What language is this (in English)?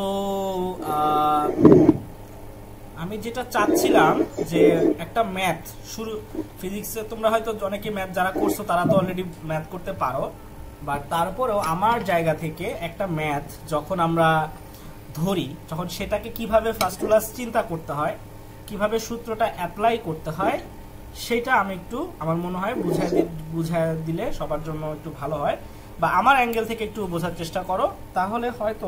Bangla